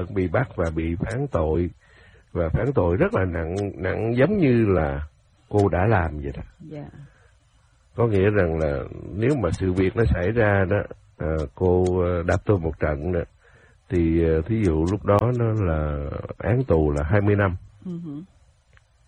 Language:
Vietnamese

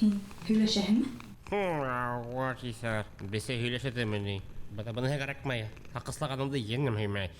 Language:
Bashkir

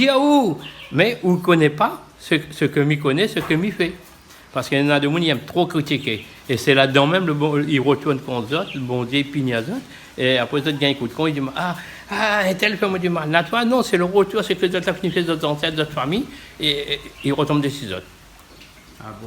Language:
Réunion Creole French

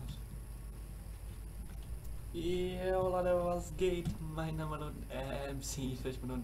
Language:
German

